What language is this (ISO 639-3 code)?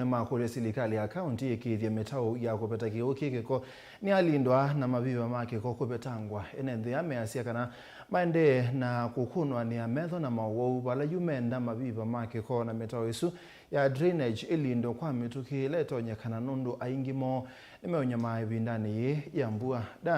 kam